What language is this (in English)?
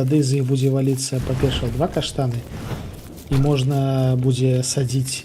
Belarusian